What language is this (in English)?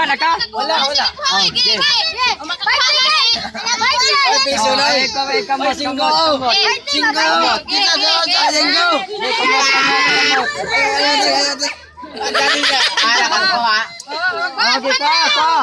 Cebuano